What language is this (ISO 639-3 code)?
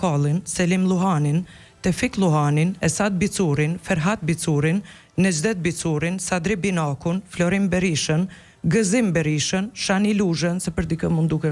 sqi